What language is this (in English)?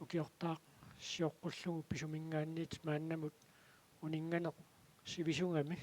Kalaallisut